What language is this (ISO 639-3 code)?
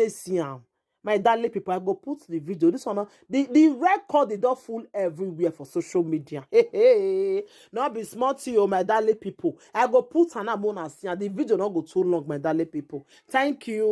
pcm